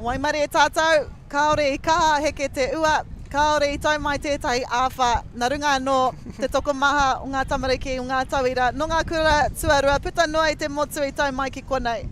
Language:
Māori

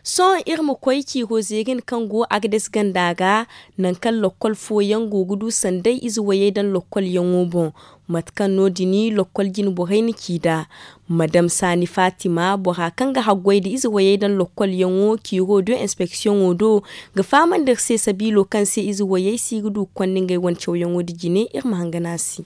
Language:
Zarma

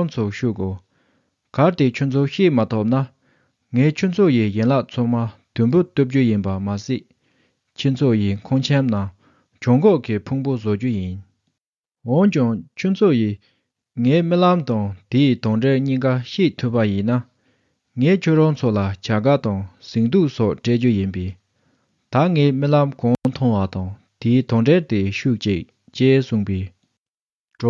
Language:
Tibetan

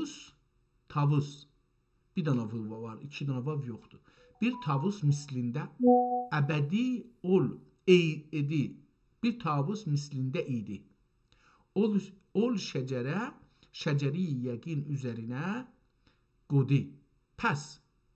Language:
South Azerbaijani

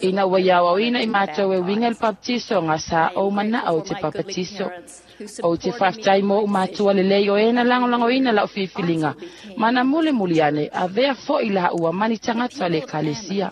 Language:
Samoan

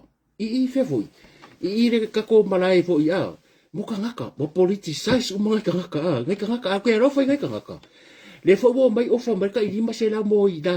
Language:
Samoan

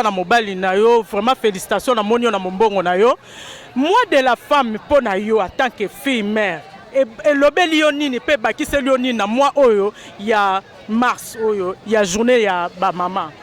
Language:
Lingala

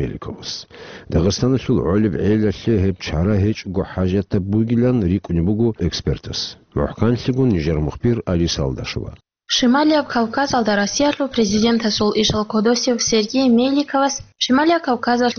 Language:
Avaric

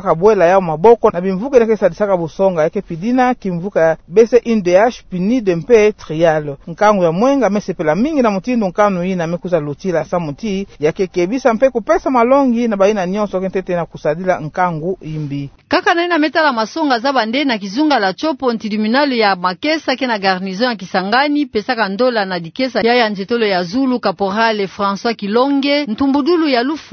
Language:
Kituba (Democratic Republic of Congo)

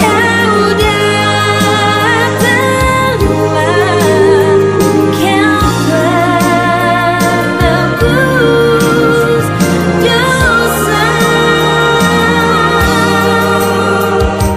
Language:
Indonesian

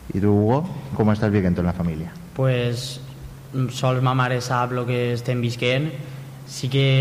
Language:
Catalan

